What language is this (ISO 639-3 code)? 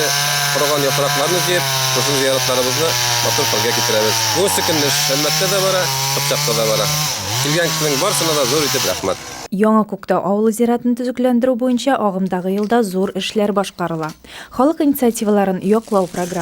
tat